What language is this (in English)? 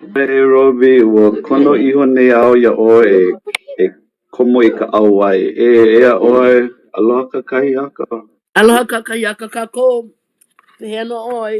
Hawaiian